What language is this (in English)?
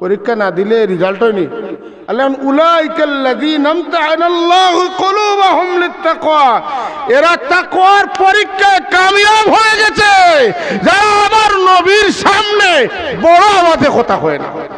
Sylheti